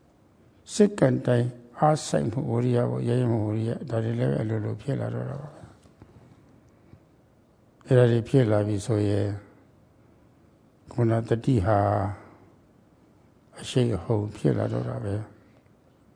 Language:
Burmese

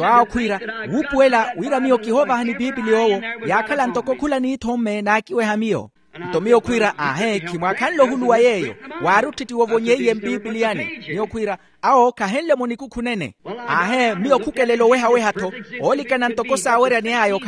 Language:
Makhuwa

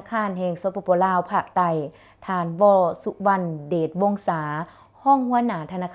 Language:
Lao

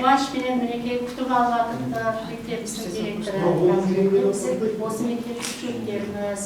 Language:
Kara-Kalpak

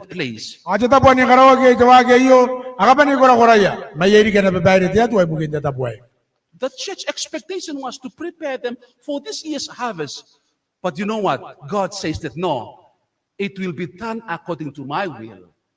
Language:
Gilbertese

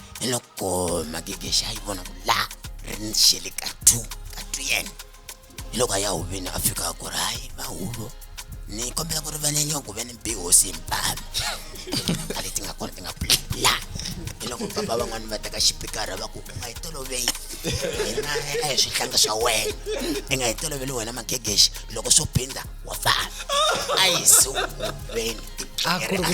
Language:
Tsonga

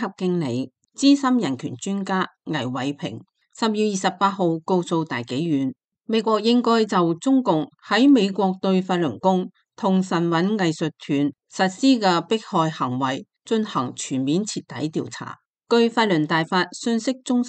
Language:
Cantonese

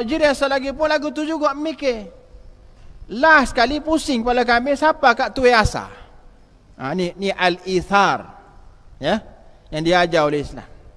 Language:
Malay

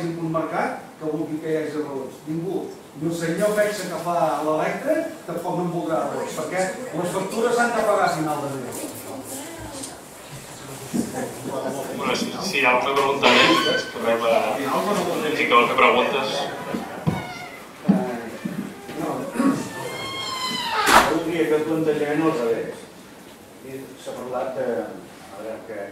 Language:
Catalan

